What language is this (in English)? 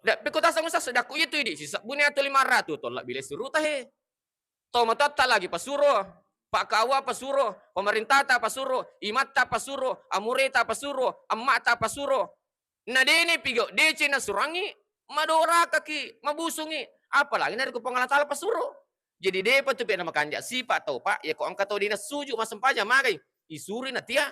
Buginese